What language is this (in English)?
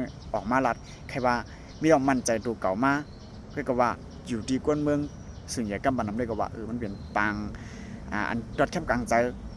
Shan